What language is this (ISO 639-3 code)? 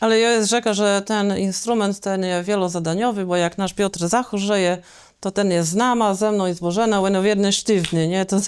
csb